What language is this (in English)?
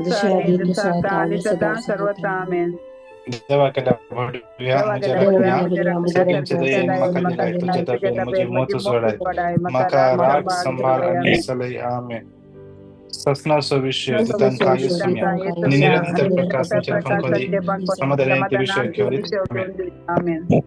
Konkani